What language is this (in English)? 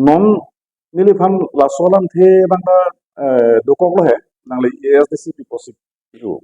Karbi